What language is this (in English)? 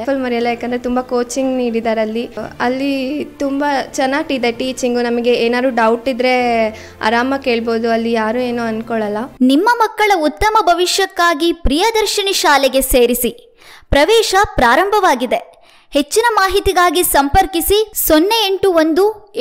Kannada